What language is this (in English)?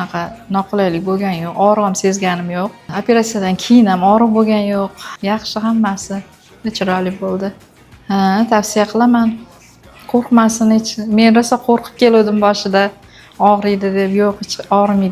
Uzbek